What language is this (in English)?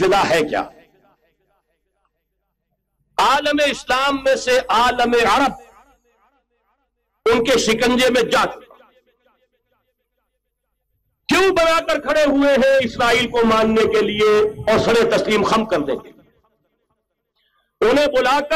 Urdu